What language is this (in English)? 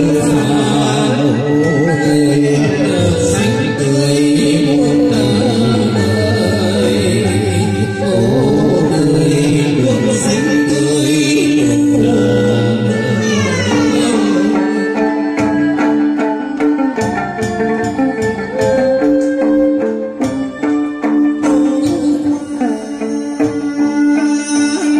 Vietnamese